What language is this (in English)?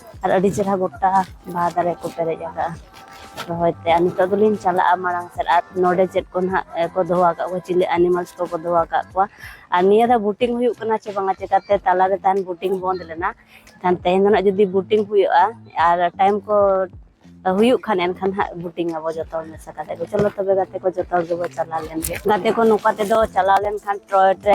Santali